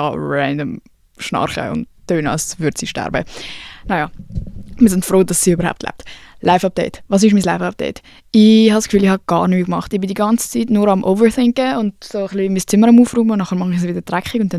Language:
Swiss German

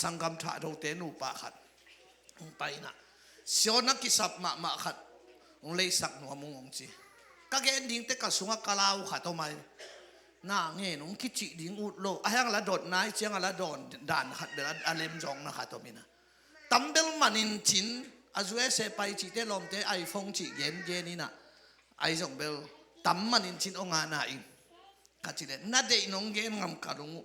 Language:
Tedim Chin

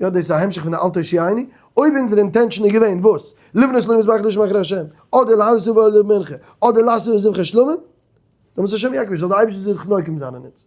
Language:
Yiddish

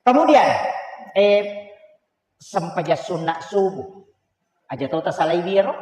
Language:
Buginese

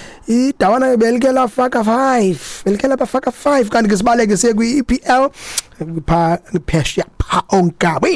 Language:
Xhosa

